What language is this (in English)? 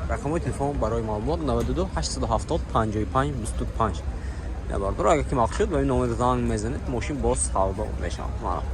Tajik